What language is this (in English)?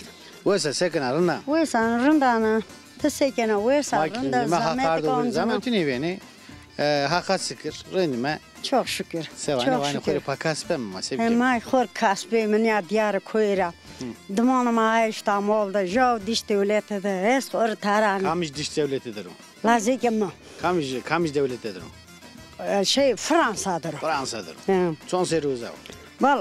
Zaza